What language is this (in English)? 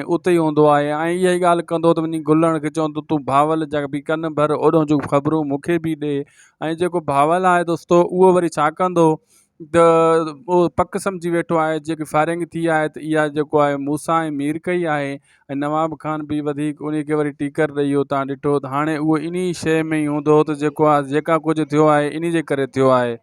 Sindhi